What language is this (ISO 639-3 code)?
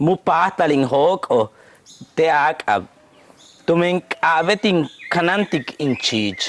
yua